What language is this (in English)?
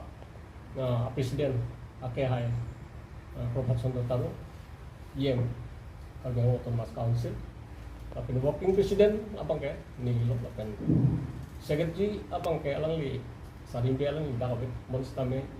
Karbi